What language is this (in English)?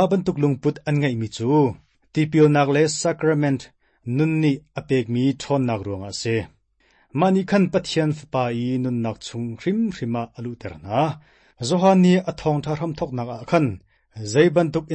Hakha Chin